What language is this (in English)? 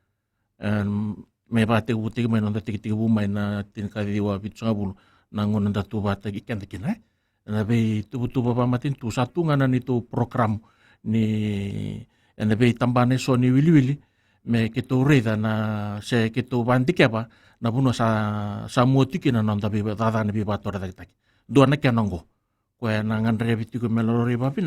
Fijian